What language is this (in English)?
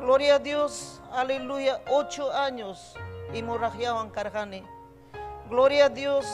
Ayacucho Quechua